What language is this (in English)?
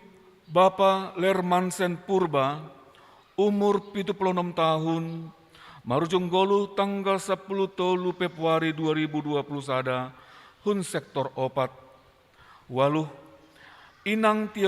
Batak Simalungun